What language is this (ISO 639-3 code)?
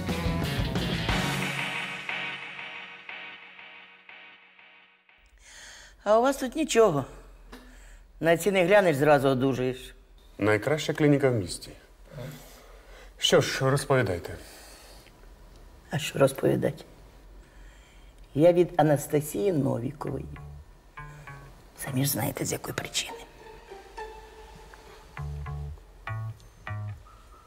ukr